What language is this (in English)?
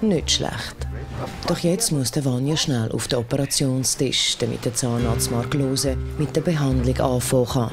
Swiss German